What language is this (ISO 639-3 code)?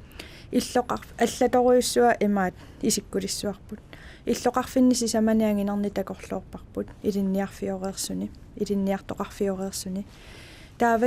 kal